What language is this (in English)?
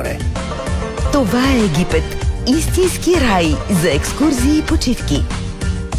Bulgarian